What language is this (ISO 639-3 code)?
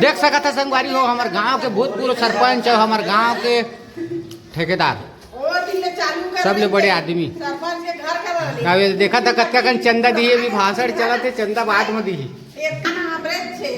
hne